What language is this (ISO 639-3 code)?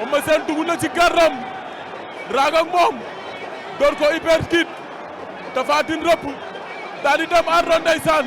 wol